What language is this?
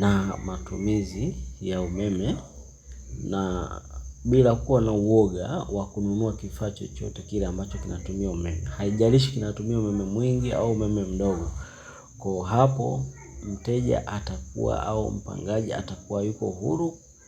Swahili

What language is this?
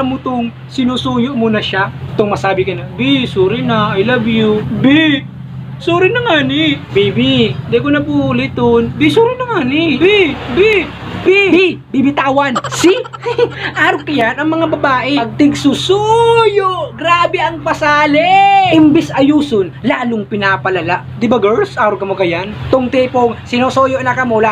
Bikol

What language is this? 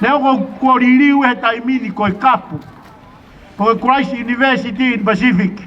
Tongan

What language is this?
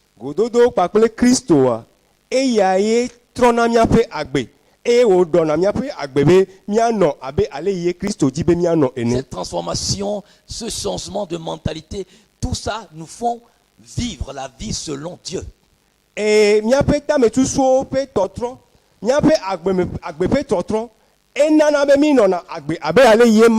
Ewe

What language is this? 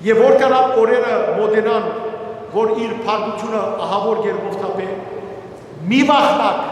Western Armenian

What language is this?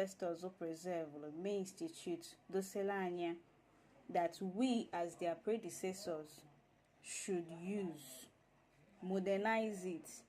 Igbo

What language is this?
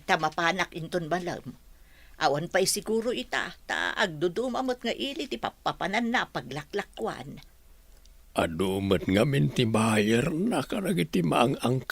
Iloko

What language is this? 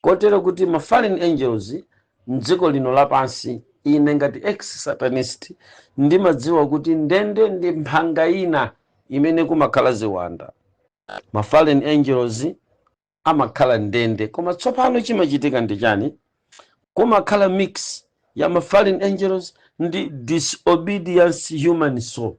Nyanja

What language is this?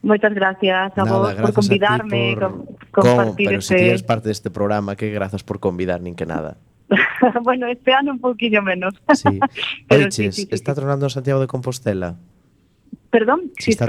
Galician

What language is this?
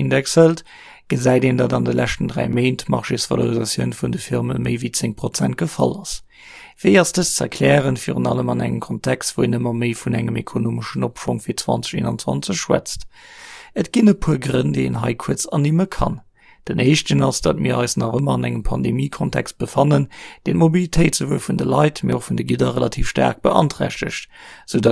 Luxembourgish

